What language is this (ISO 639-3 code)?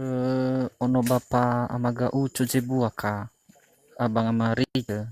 nia